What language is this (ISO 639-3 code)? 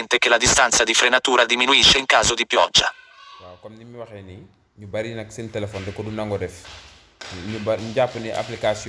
wol